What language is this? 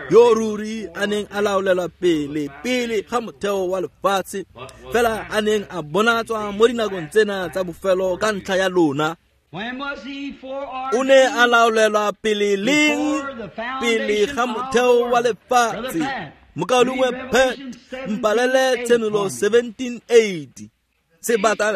Tswana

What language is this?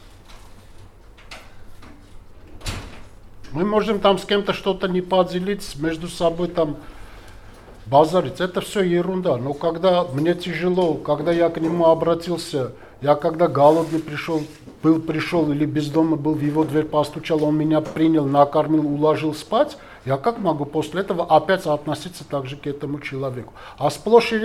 Russian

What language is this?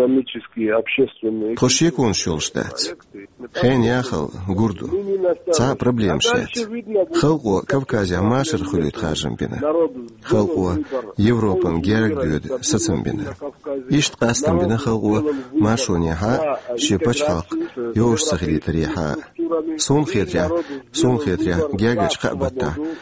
Chechen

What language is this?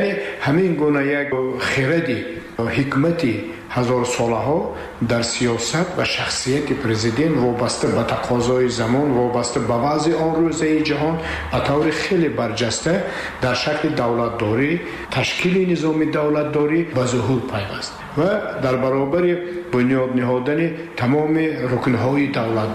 Tajik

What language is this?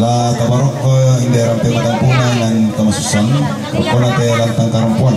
Toraja-Sa'dan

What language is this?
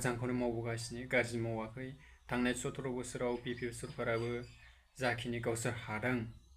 Bodo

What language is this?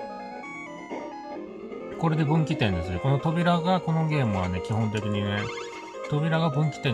Japanese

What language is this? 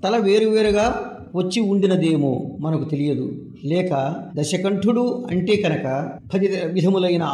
Telugu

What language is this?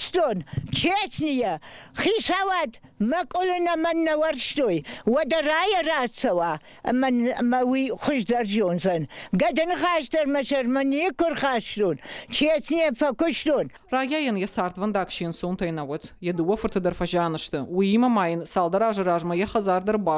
Ossetic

